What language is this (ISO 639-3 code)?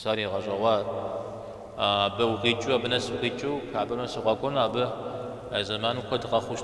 kbd